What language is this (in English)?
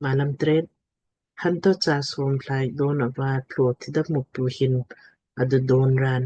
Lamkang